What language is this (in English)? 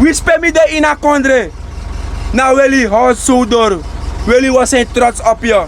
Sranan Tongo